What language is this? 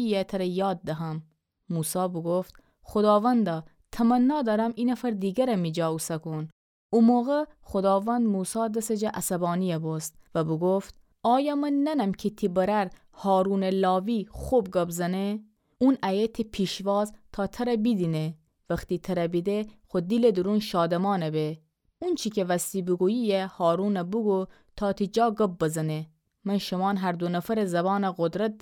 Gilaki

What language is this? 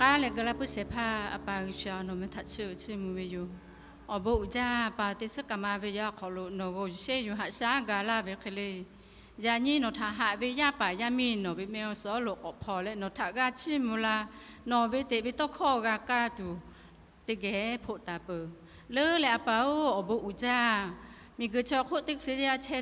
Lahu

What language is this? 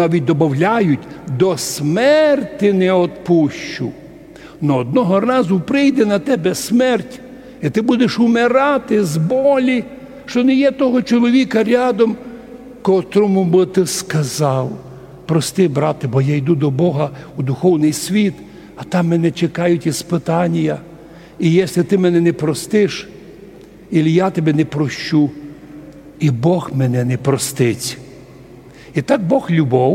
Rusyn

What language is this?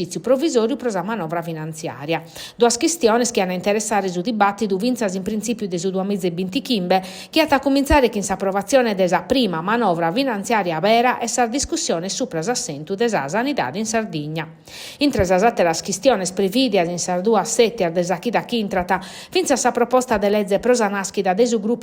Sardinian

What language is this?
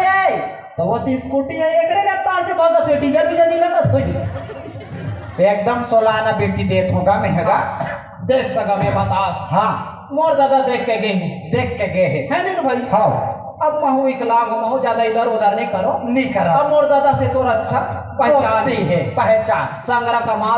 Chhattisgarhi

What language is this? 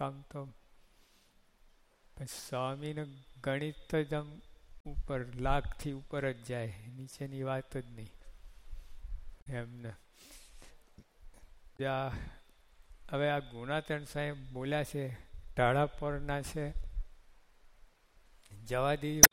Gujarati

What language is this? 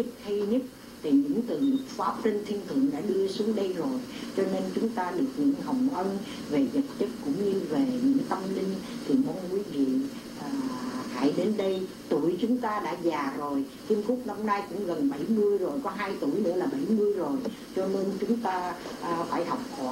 Vietnamese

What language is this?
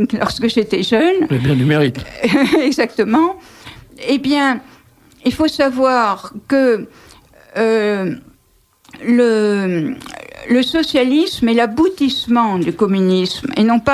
French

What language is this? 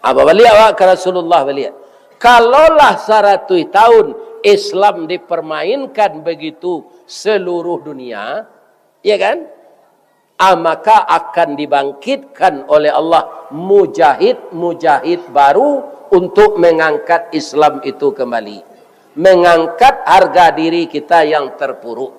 Minangkabau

